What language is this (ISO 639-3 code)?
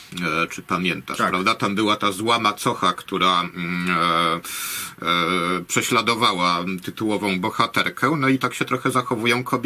pol